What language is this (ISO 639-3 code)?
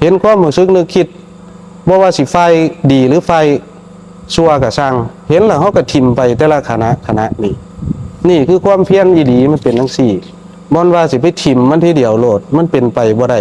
tts